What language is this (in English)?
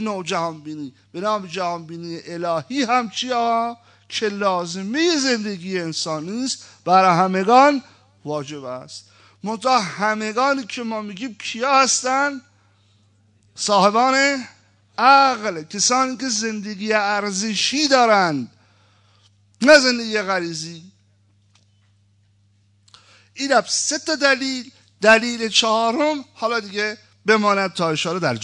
Persian